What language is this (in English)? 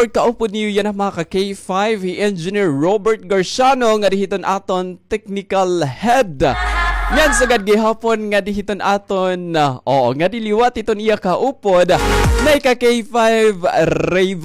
Waray